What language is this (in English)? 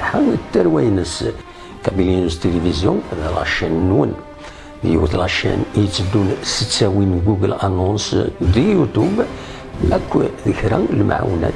Kabyle